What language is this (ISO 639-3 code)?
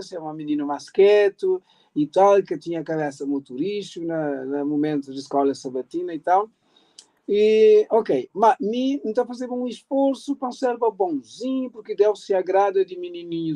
kea